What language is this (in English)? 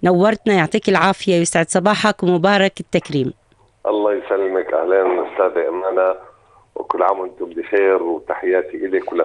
North Levantine Arabic